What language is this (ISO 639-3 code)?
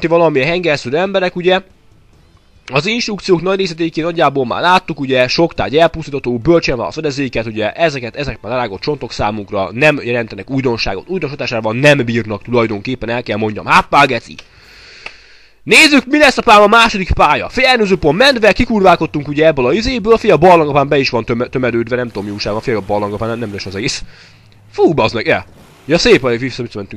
hun